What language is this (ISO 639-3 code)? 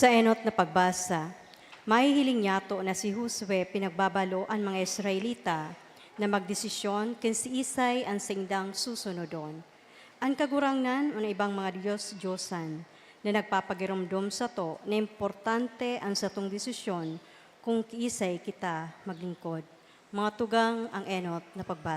bik